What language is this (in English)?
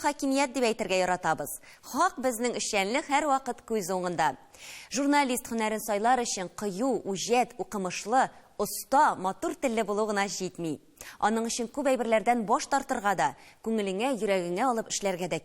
Tatar